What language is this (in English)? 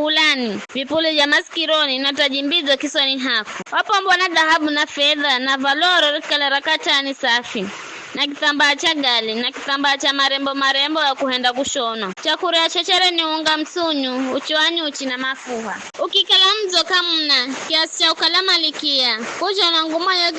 Giryama